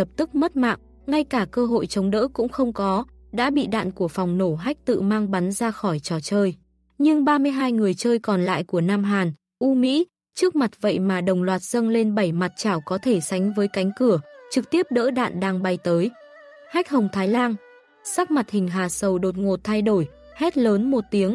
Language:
Vietnamese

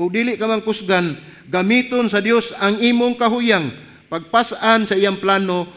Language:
Cebuano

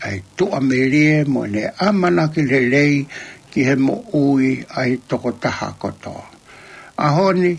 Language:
Tongan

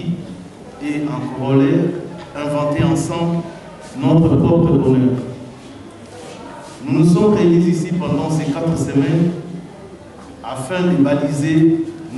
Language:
French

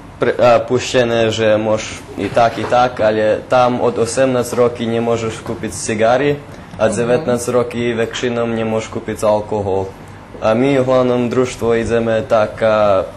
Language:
Rusyn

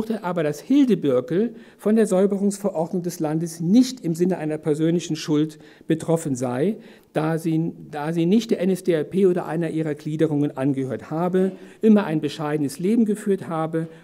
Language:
German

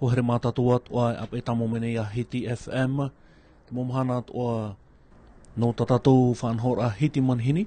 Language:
Tahitian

